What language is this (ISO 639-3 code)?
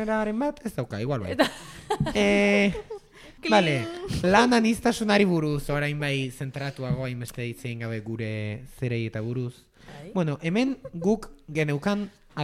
eus